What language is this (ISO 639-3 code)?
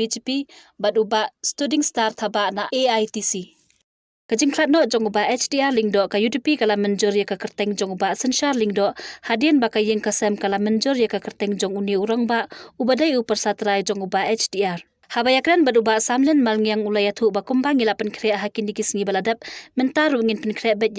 kha